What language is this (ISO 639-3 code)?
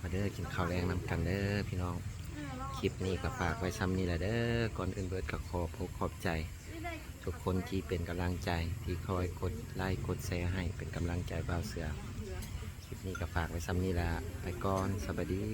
lao